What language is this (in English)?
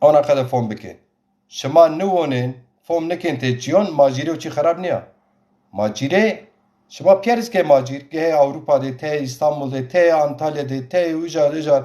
Zaza